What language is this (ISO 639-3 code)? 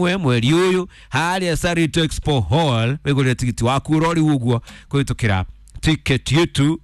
kik